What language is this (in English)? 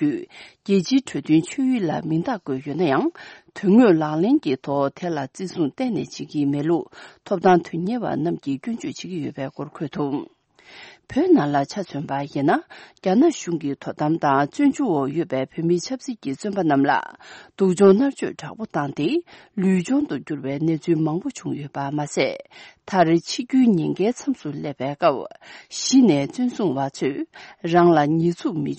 Tibetan